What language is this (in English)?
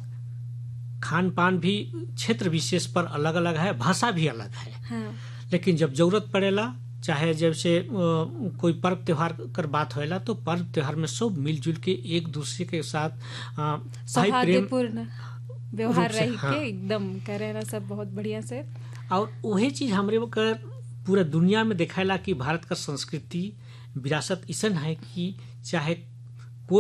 Sadri